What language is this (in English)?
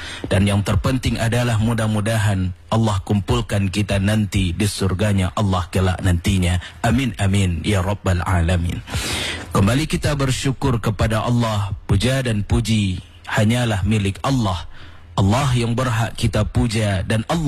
Indonesian